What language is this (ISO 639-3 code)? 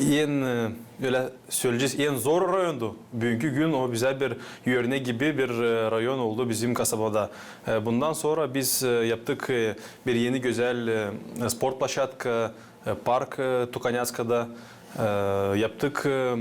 gag